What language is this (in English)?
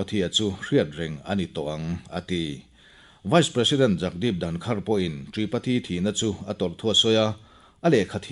Mizo